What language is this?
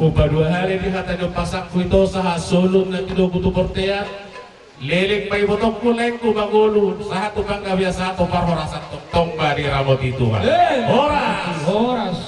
Batak Toba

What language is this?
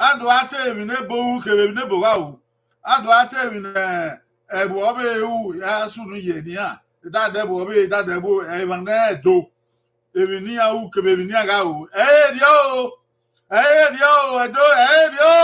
Bini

